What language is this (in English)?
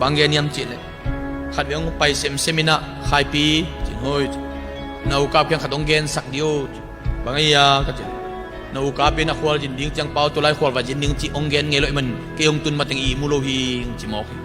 Tedim Chin